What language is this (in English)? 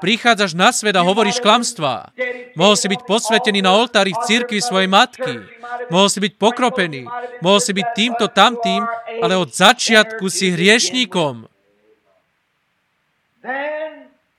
Slovak